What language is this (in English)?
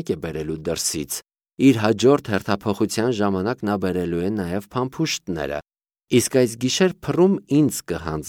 Armenian